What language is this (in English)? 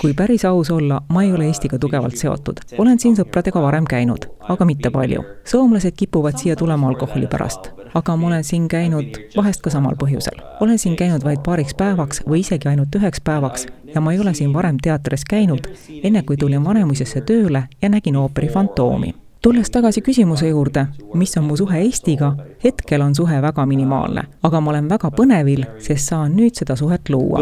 Estonian